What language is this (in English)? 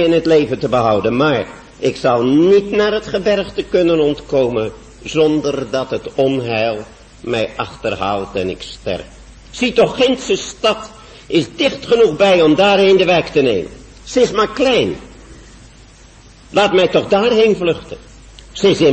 Dutch